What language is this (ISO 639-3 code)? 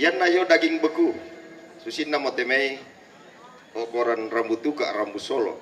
sda